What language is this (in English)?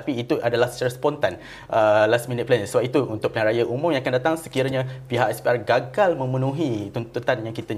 Malay